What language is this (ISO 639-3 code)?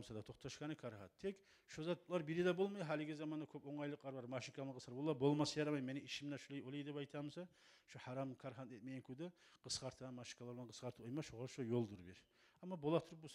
kum